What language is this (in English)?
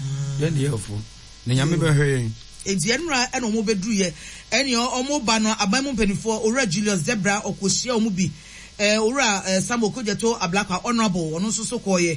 Akan